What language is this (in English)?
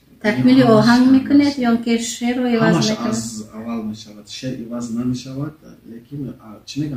Tajik